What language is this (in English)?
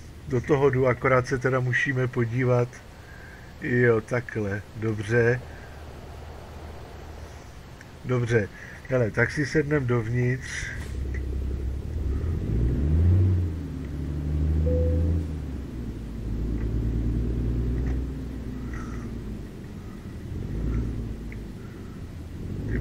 Czech